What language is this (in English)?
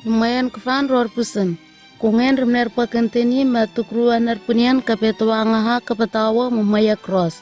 Southwest Tanna